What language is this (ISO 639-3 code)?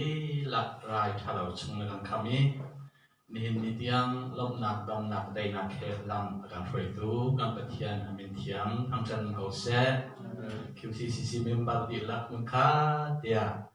cnh